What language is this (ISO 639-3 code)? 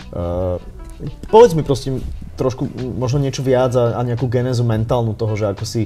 slk